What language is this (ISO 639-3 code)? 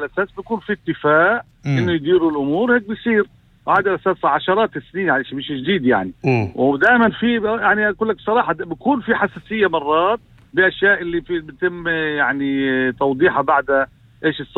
apc